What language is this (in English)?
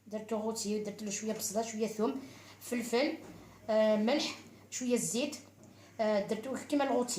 Algerian Arabic